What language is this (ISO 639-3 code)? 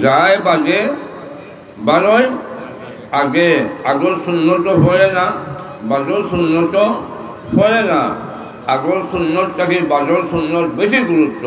syl